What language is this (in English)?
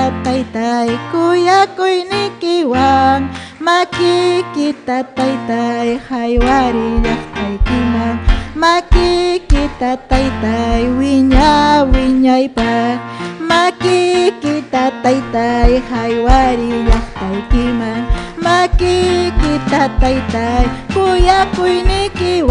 Ayacucho Quechua